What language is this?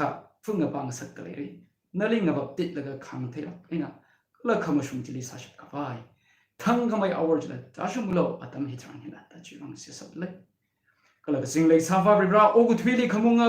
Tangkhul Naga (India)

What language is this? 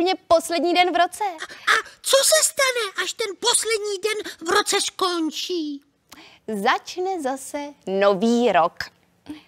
Czech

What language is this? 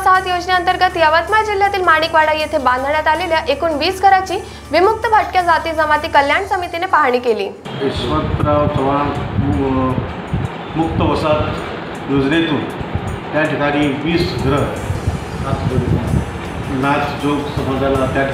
Marathi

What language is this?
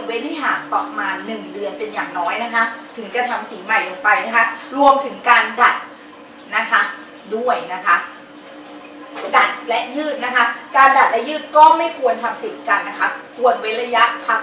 Thai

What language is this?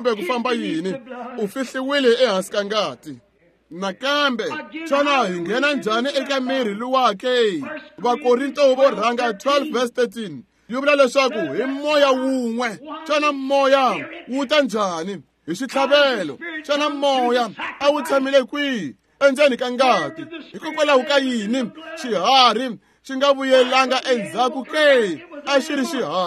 Tsonga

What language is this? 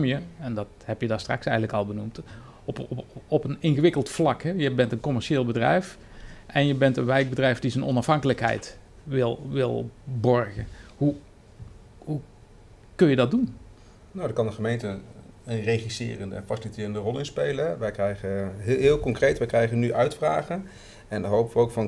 Dutch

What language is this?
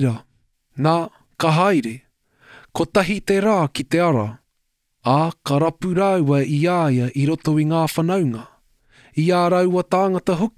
Māori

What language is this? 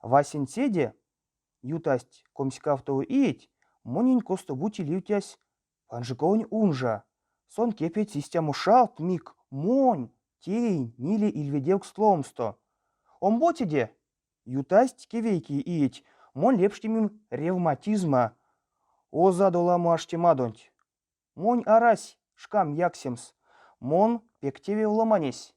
Erzya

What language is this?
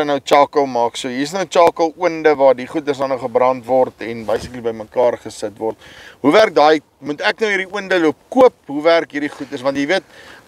Afrikaans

